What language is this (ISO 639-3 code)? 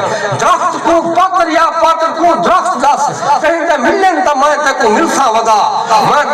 skr